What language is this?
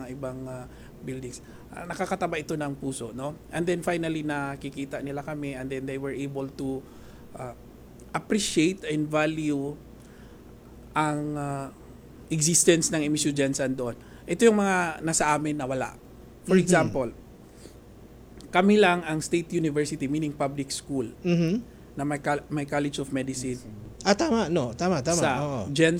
Filipino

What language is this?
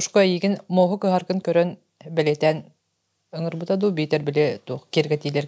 Yakut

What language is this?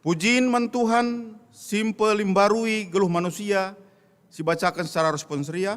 Batak Karo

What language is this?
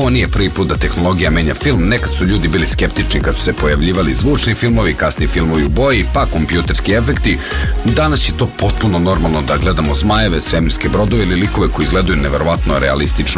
Serbian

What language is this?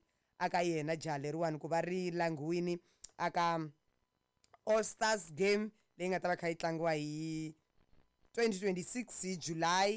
Tsonga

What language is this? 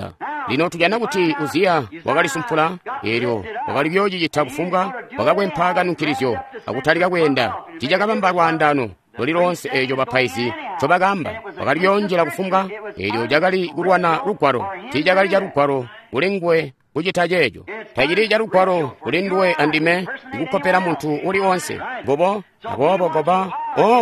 Tonga (Zambia)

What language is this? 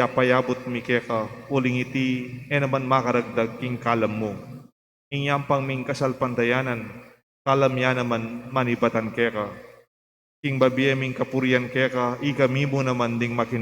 Pampanga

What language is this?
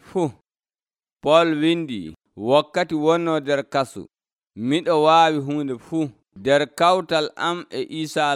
Nigerian Fulfulde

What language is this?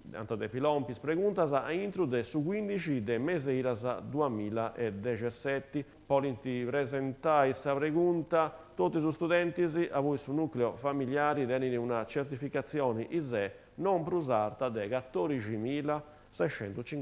Sardinian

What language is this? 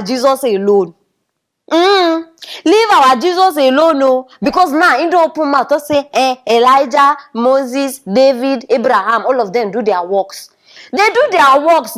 Nigerian Pidgin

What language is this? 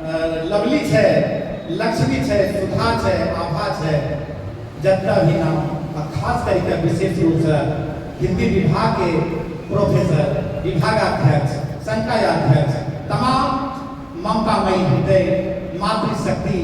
Angika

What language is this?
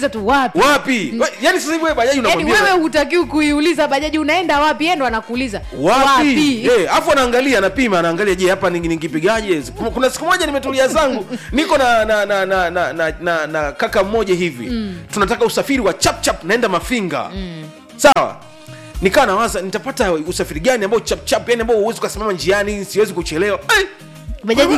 Swahili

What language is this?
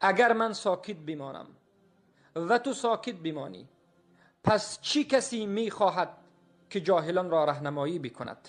Persian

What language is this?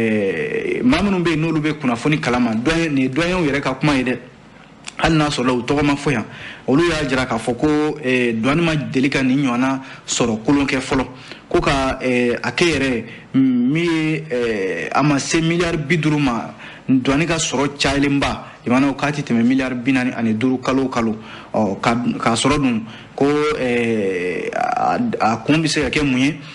Bambara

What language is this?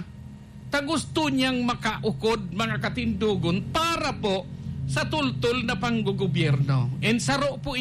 Bikol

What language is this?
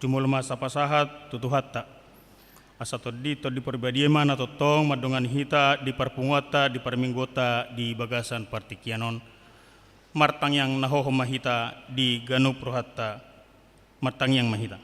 Batak Toba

